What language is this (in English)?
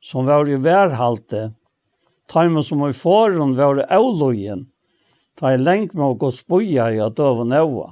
Faroese